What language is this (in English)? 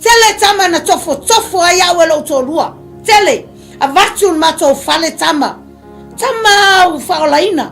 Samoan